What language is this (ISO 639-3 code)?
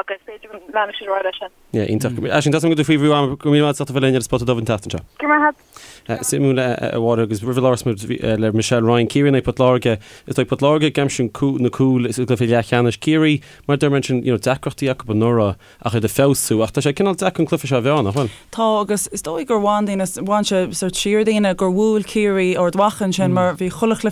gle